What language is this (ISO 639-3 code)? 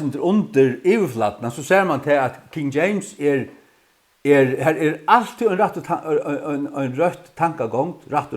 fao